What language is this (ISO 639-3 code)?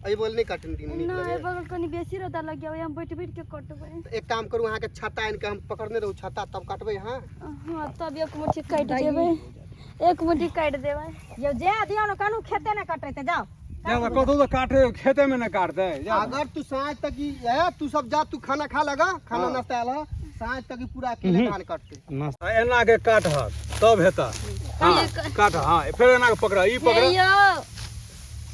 mai